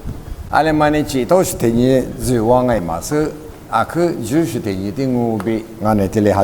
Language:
Lisu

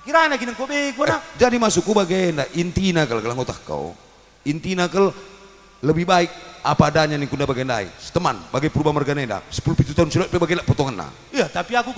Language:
Batak Karo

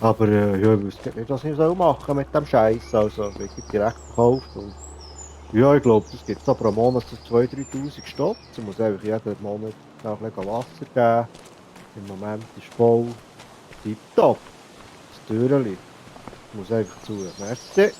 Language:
Swiss German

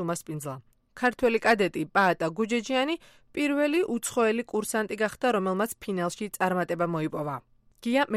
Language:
Georgian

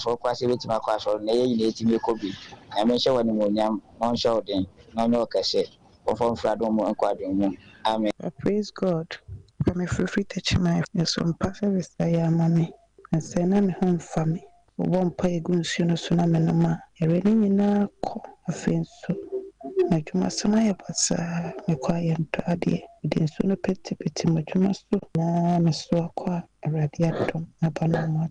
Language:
Akan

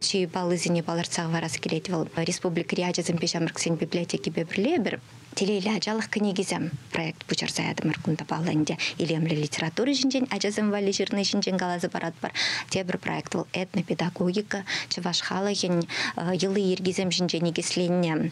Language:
Chuvash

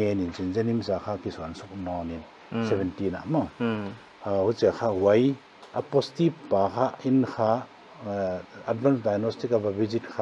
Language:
Paite Chin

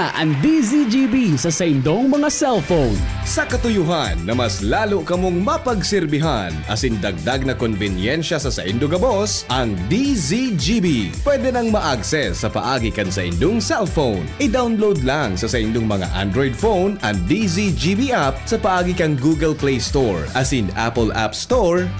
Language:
Bikol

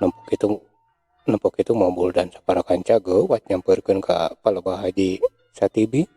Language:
Sundanese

